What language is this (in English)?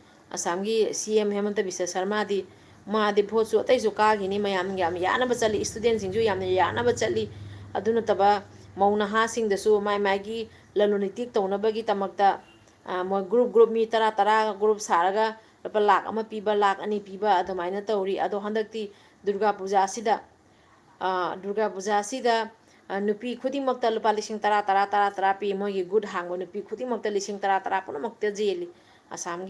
Manipuri